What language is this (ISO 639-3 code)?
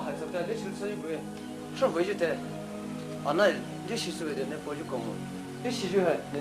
pmx